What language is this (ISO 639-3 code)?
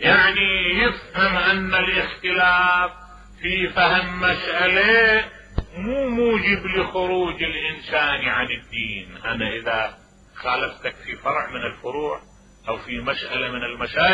acm